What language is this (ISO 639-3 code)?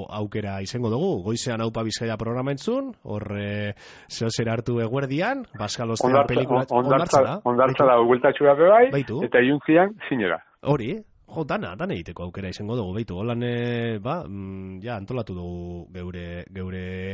eus